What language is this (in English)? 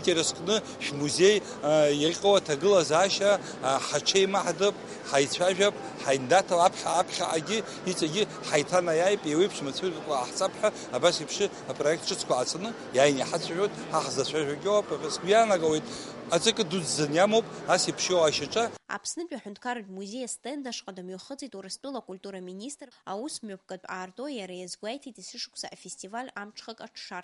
Abkhazian